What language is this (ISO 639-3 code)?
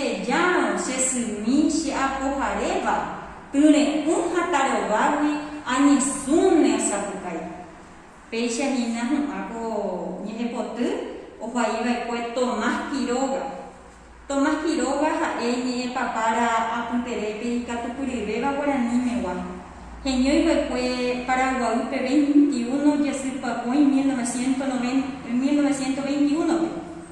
grn